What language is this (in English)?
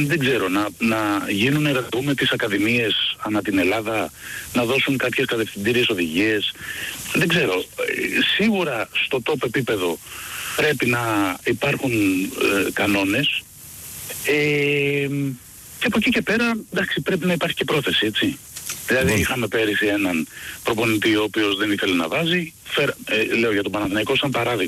Greek